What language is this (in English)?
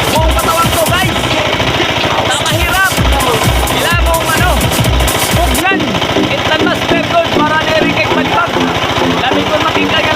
Waray